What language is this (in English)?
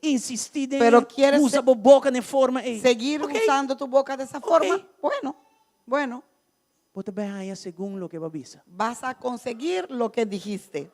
Papiamento